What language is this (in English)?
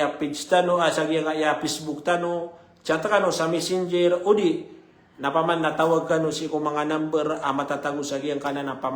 Maranao